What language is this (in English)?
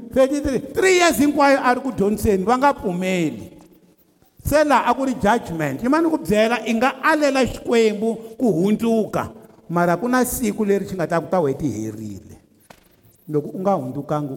Tsonga